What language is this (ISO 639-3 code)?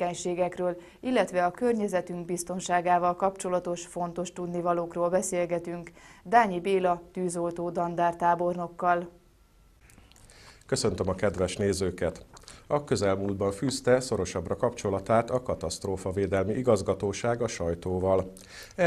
hun